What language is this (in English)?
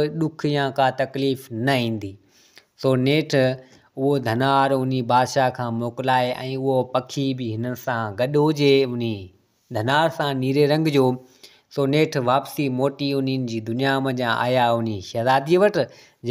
Sindhi